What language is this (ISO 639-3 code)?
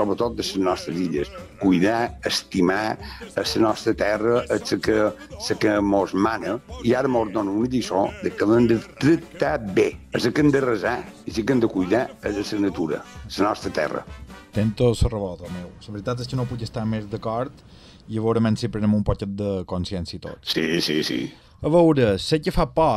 cat